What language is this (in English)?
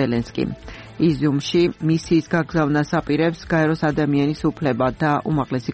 Georgian